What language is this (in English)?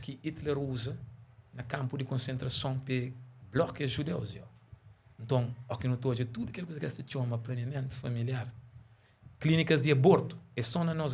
Kabuverdianu